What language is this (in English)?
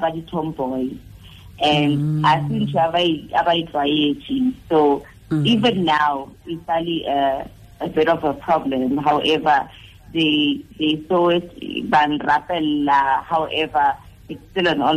Tswana